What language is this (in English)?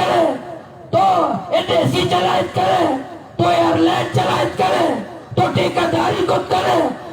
Baluchi